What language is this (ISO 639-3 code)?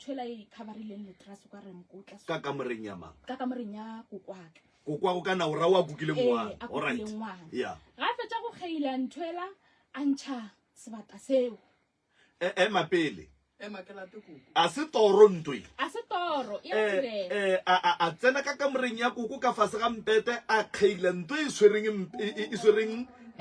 nso